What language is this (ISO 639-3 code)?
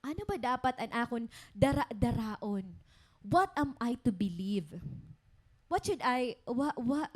war